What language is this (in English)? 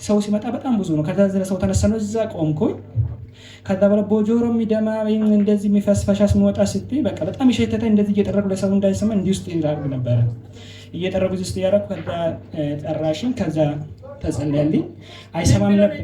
Amharic